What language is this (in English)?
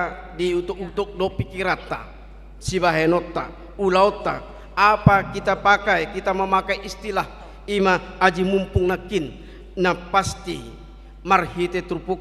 Batak Toba